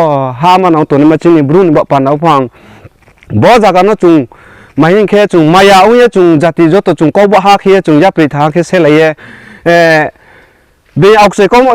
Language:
Riang (India)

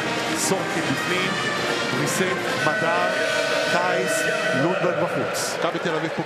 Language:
Hebrew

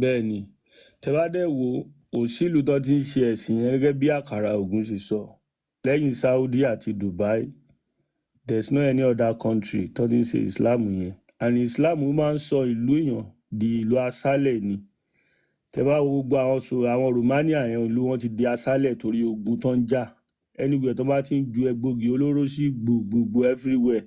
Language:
Yoruba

